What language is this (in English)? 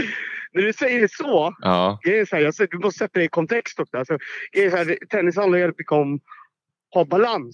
Swedish